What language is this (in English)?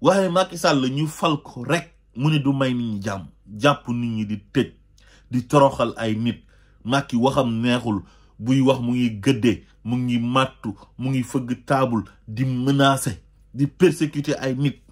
Wolof